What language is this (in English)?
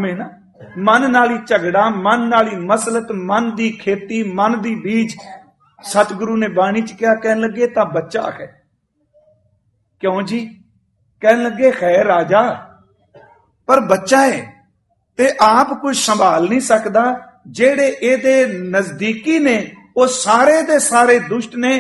Punjabi